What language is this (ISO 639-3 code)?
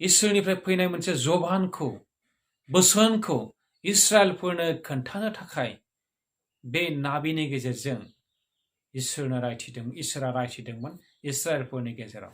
brx